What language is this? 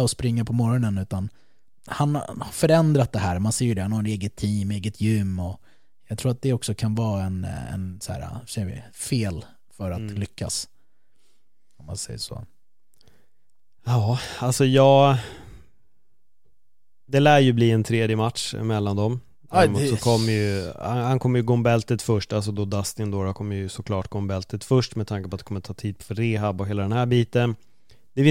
Swedish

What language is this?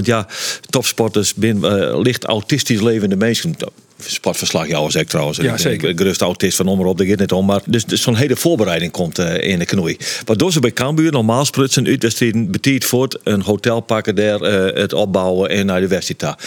Western Frisian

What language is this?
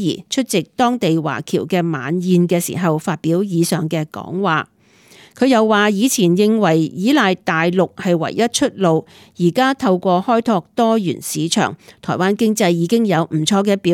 Cantonese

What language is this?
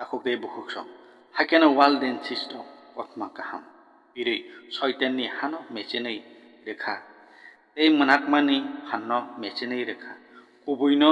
Kok Borok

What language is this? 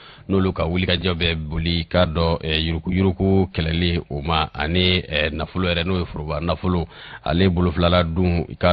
Bambara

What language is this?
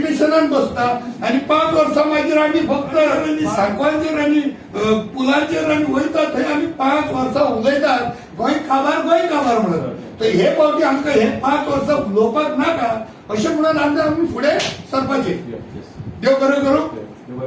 Konkani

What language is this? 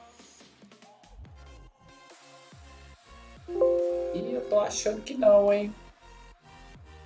Portuguese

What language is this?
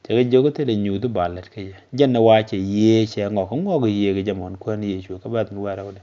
Nuer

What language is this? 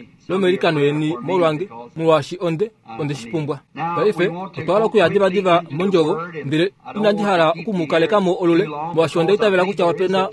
Kuanyama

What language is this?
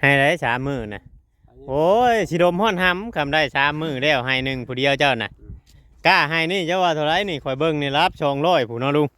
Northeastern Thai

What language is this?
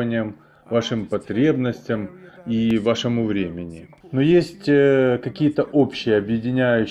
Russian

